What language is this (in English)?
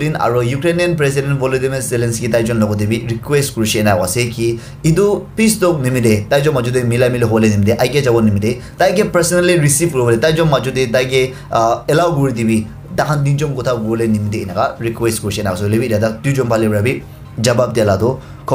Naga Pidgin